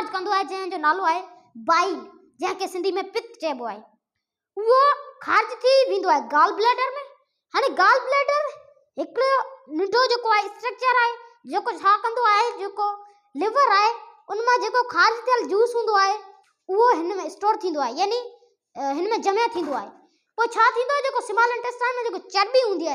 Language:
Sindhi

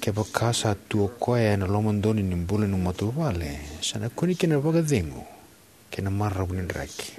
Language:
Fijian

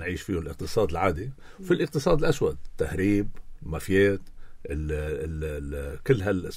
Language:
North Levantine Arabic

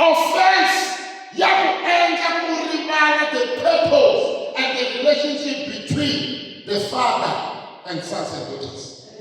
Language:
Tsonga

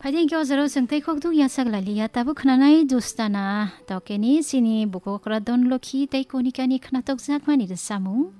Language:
Kok Borok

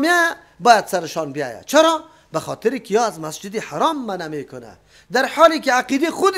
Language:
Persian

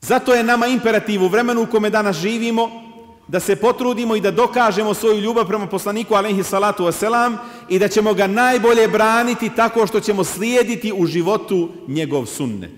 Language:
Bosnian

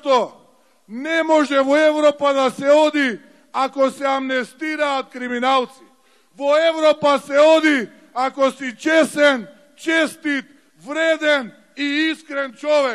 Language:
Macedonian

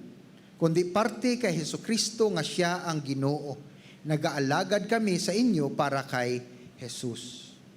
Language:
Hiligaynon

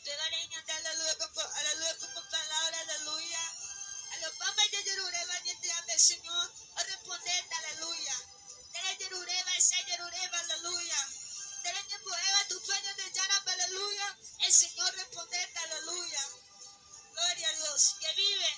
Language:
Guarani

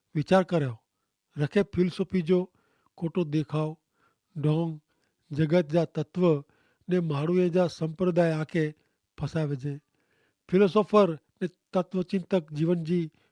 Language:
Kachhi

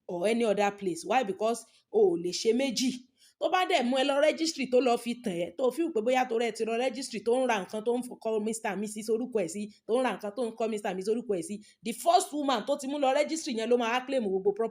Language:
Yoruba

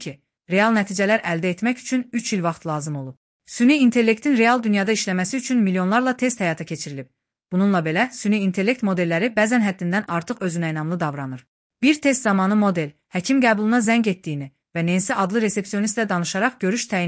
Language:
Azerbaijani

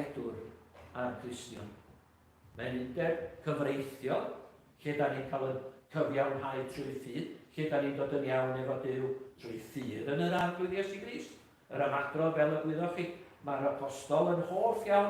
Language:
Welsh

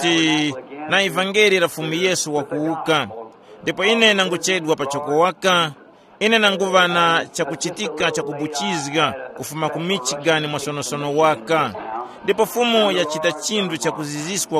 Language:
Tumbuka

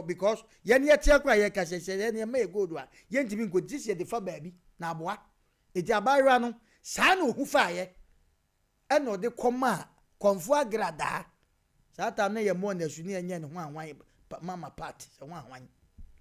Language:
Akan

